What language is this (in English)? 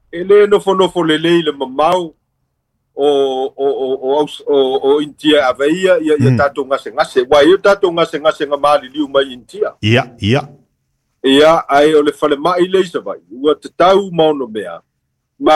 Samoan